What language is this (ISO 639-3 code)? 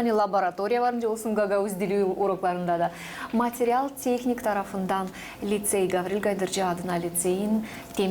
gag